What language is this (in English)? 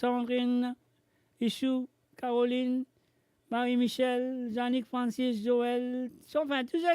Morisyen